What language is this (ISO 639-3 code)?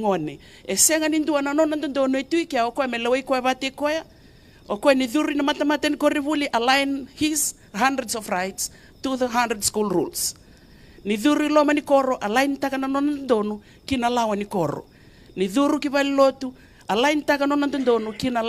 fij